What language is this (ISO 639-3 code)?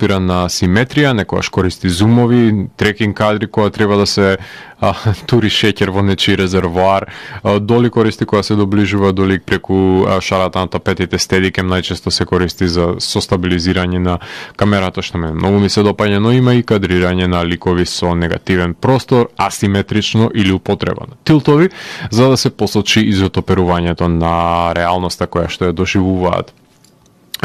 mkd